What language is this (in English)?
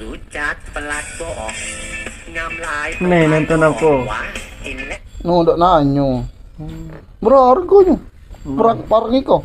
Musi